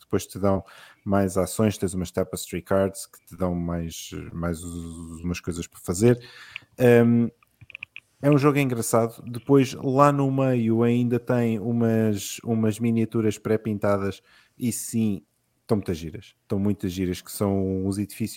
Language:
Portuguese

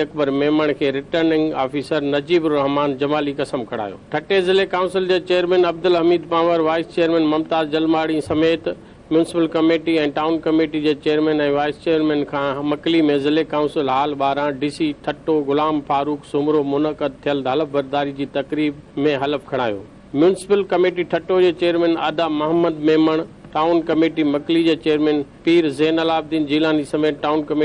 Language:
Sindhi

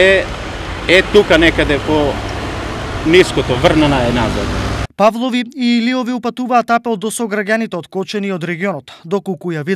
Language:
Macedonian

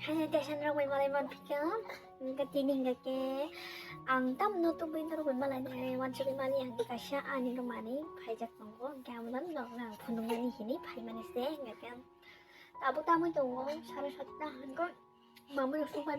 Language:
Kok Borok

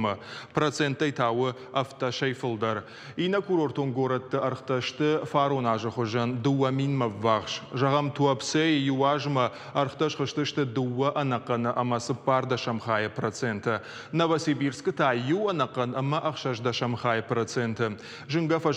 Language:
Ossetic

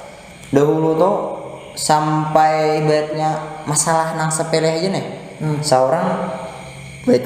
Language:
Banjar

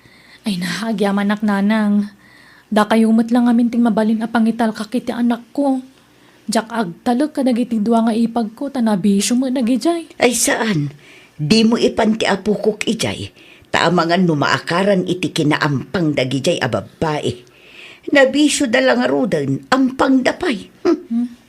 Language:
Iloko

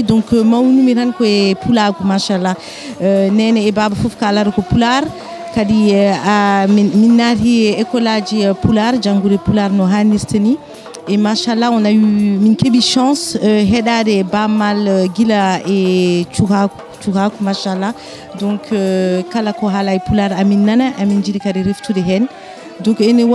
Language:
Fula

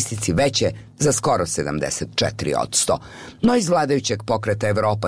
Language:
Croatian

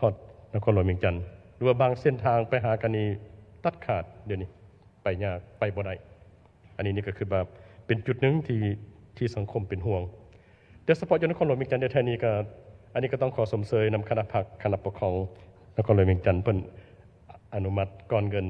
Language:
Lao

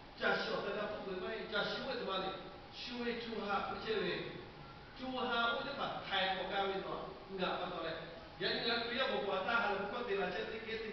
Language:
Lahu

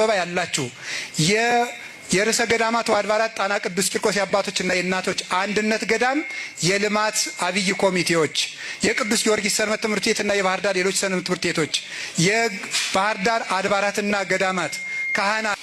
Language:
Amharic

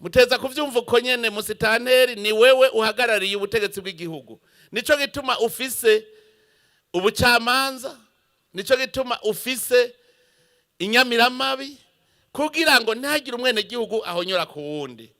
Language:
Rundi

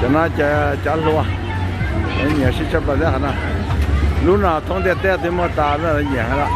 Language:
Hmong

